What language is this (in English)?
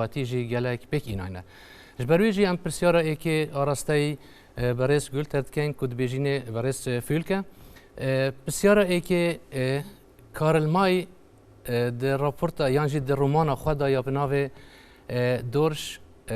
Kurdish